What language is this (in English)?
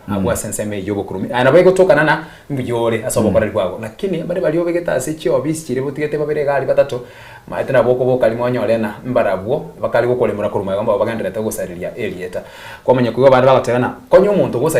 Gusii